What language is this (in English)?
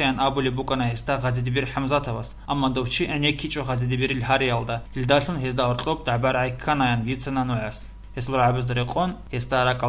Avaric